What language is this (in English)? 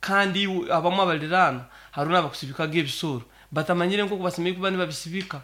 Nyoro